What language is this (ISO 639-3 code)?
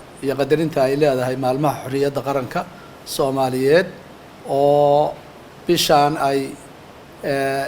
som